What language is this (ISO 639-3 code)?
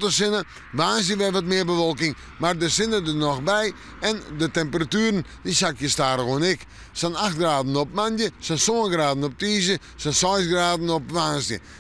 fry